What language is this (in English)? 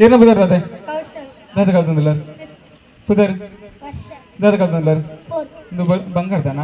Tulu